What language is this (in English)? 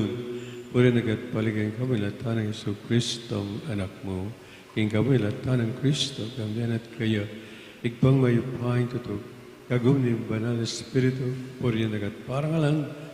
Pampanga